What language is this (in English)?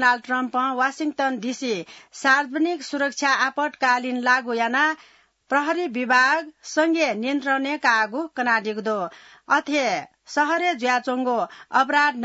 Newari